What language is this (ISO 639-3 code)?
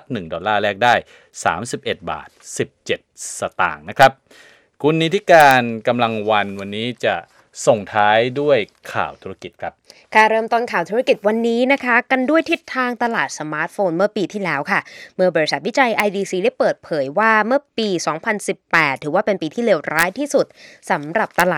tha